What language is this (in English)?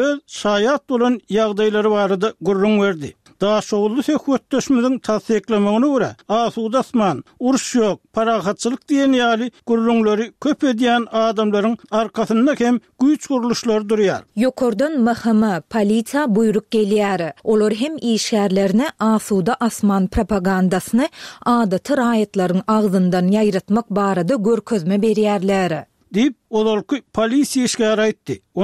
Turkmen